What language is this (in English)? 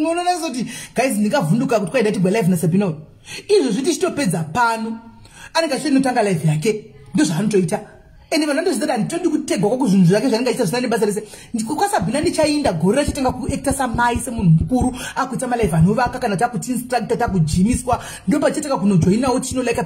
Shona